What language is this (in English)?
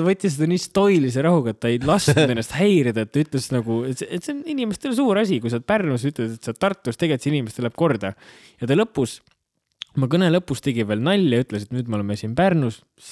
Estonian